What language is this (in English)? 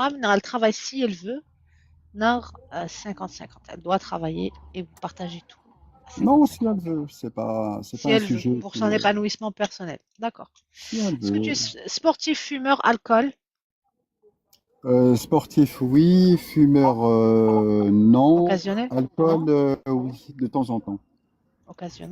Kabyle